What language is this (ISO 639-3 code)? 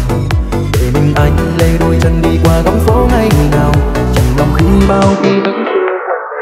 vie